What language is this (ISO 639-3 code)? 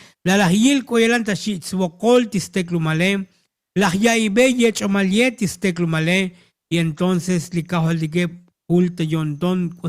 tzo